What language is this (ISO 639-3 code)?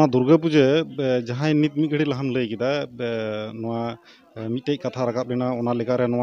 sat